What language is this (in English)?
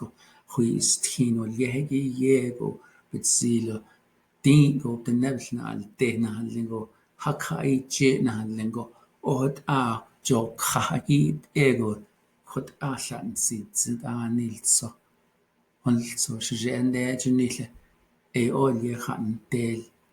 Navajo